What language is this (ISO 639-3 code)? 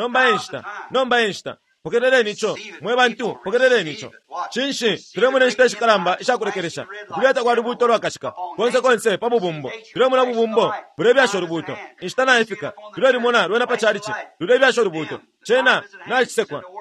bem